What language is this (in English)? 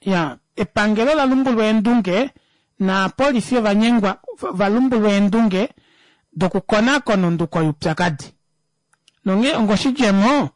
Kuanyama